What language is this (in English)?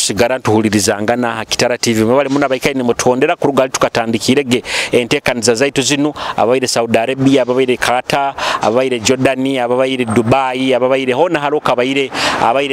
Nyoro